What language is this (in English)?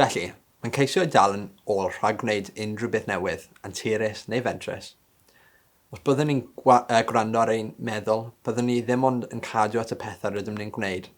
Welsh